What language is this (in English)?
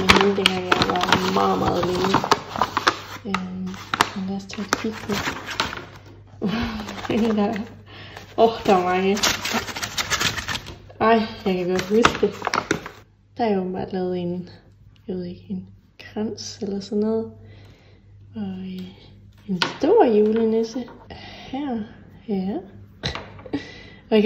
Danish